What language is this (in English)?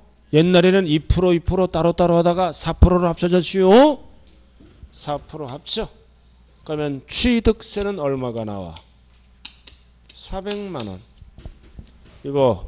Korean